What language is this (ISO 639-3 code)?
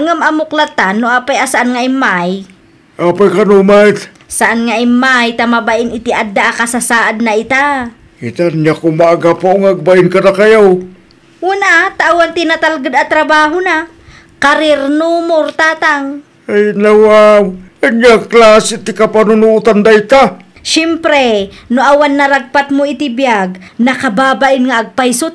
ilo